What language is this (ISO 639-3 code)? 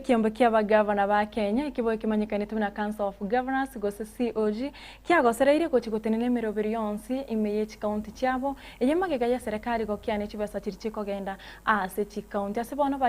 guz